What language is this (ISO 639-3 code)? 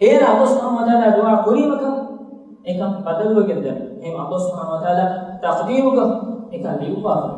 div